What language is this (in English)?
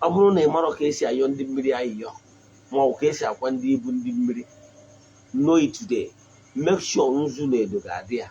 Igbo